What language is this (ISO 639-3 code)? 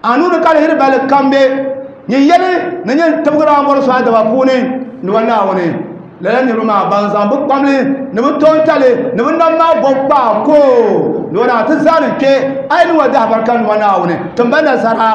dag